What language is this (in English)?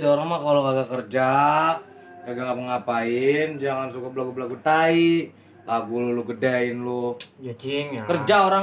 Betawi